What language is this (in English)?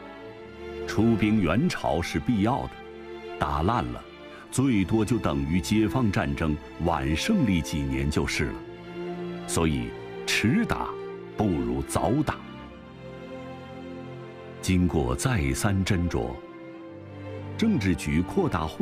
Chinese